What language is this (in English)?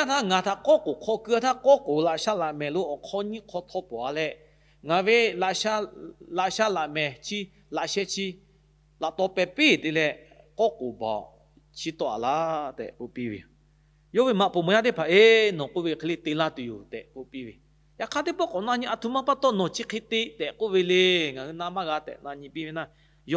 Lahu